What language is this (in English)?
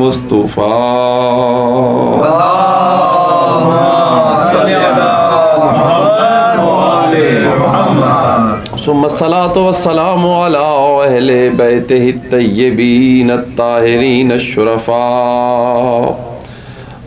Urdu